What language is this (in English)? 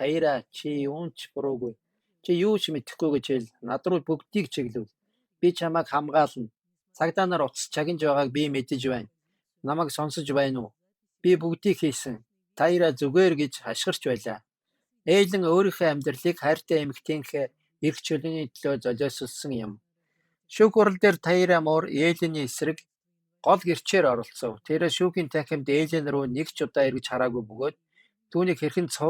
Mongolian